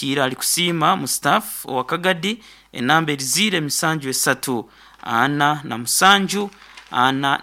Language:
Nyoro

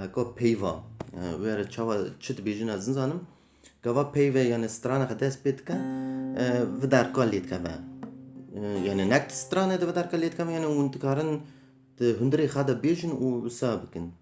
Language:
Kurdish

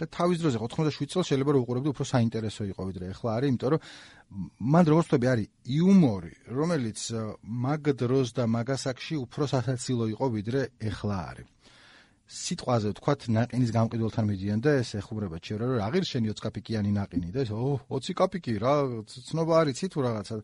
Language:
Georgian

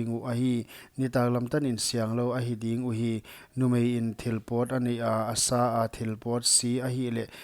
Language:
Paite Chin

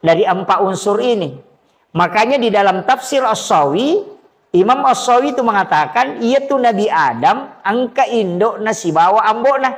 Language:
Buginese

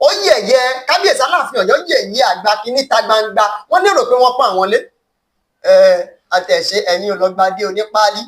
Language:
Yoruba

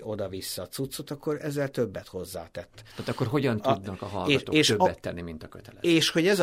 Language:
Hungarian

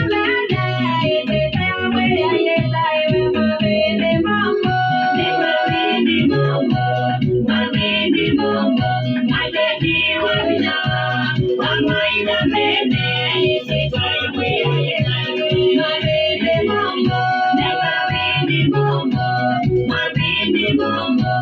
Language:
Kamba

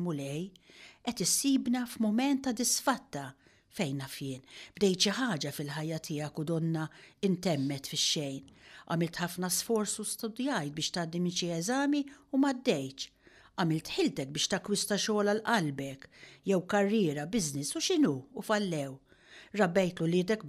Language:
Maltese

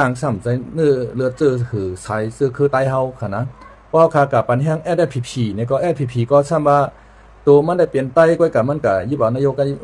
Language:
Shan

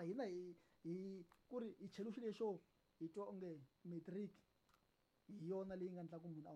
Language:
Tsonga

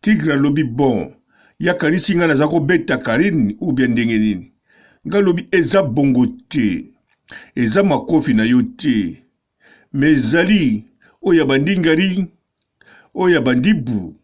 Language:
Lingala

